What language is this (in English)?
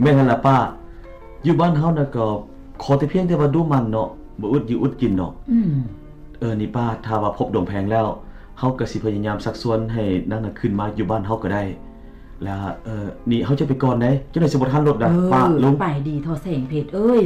Lao